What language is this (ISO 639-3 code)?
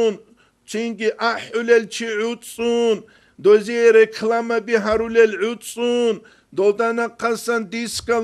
ava